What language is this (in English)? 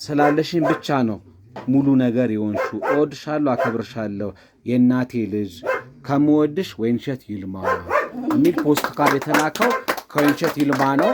Amharic